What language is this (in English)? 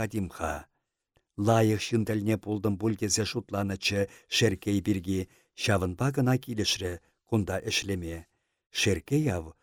Chuvash